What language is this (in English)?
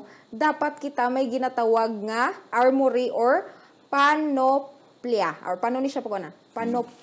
Hiligaynon